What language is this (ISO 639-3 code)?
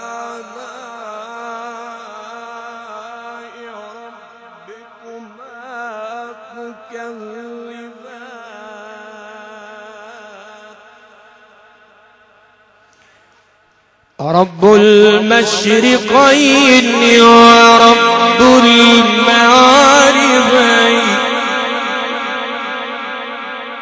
ara